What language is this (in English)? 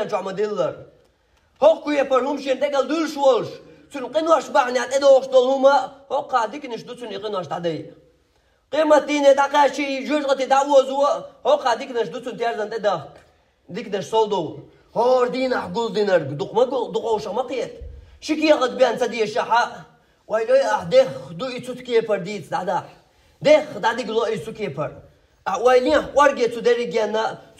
Chechen